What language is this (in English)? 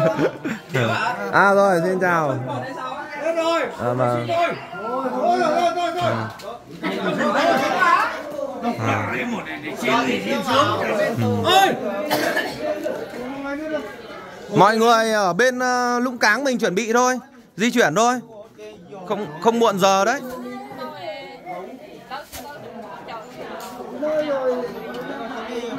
Vietnamese